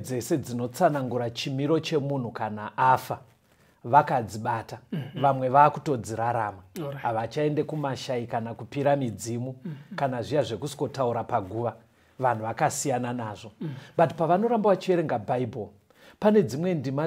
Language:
Shona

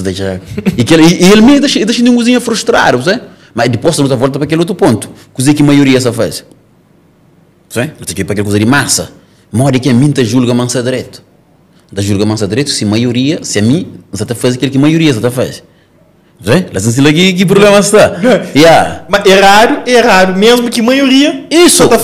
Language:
Portuguese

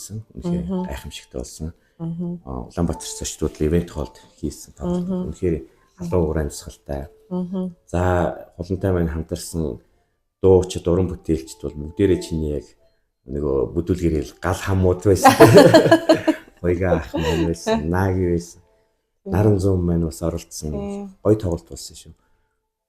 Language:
Mongolian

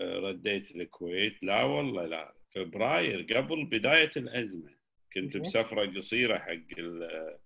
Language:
Gulf Arabic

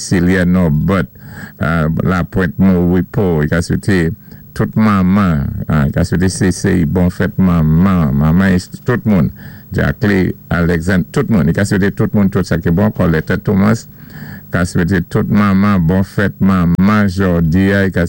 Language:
Saint Lucian Creole French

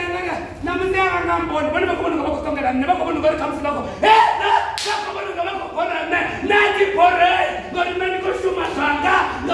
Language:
Venda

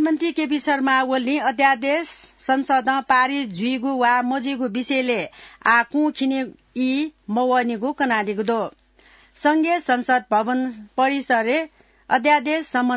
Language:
Newari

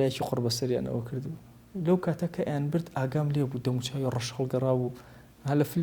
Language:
Central Kurdish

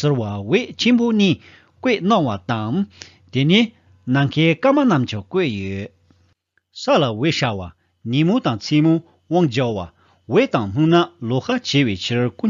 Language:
Tibetan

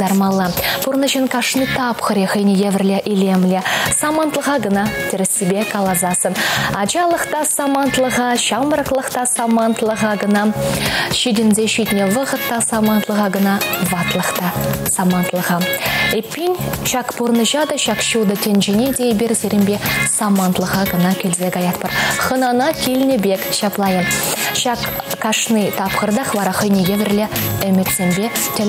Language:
Chuvash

